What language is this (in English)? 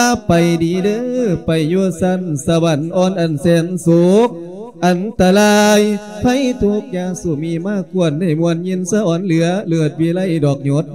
Lao